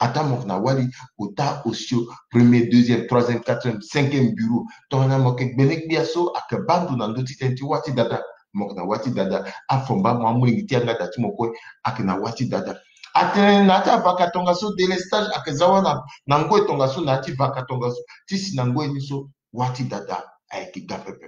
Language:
Sango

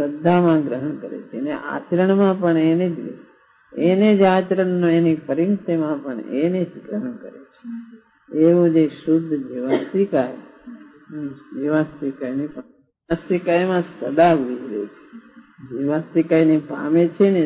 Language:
Gujarati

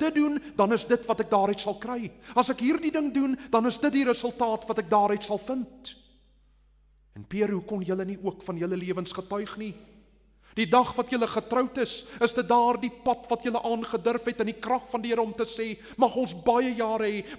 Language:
Afrikaans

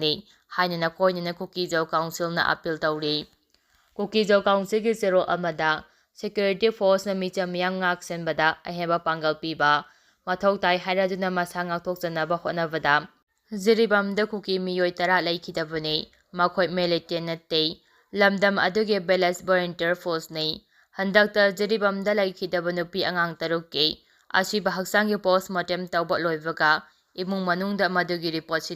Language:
Manipuri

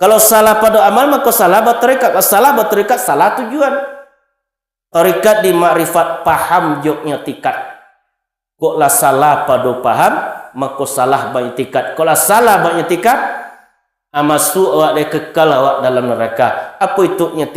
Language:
Minangkabau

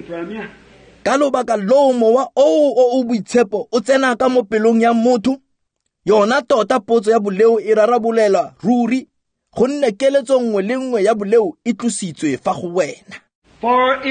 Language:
Tswana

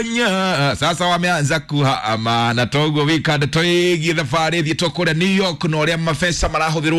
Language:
Kikuyu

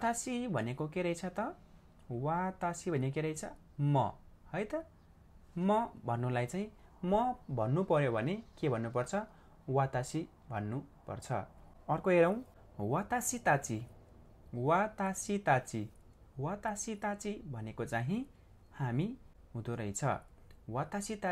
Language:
Nepali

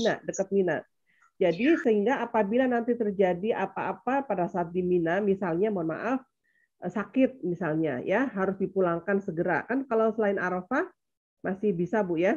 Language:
Indonesian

